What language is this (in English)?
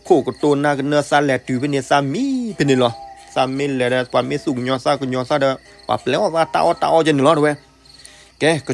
S'gaw Karen